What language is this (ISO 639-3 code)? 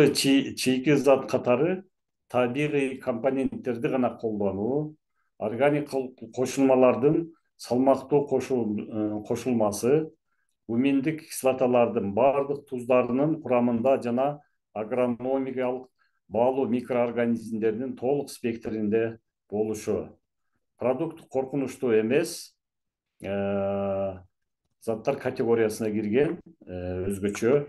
kir